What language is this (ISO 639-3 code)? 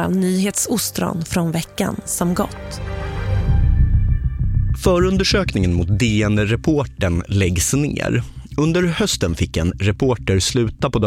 swe